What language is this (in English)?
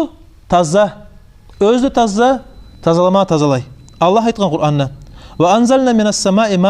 Kumyk